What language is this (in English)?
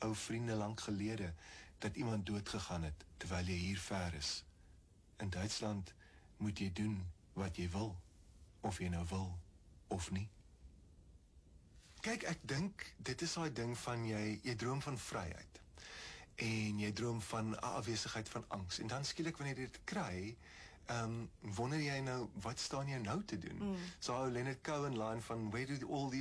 Afrikaans